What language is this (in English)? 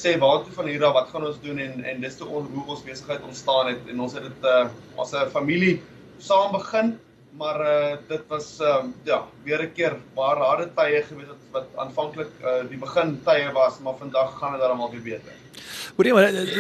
Afrikaans